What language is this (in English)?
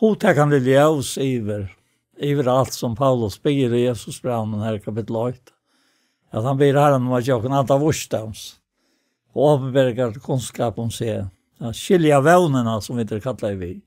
Faroese